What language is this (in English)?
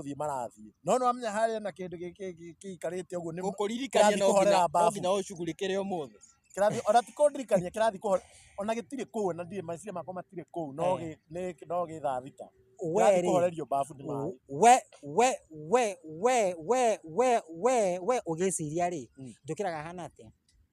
Kikuyu